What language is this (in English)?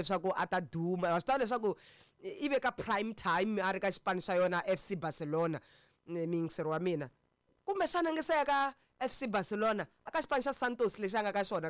Tsonga